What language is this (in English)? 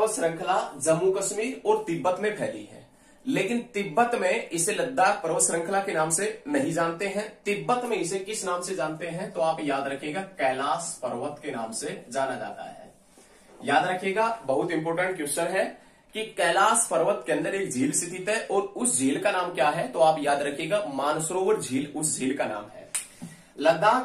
Hindi